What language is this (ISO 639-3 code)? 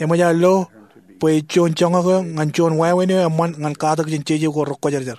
mah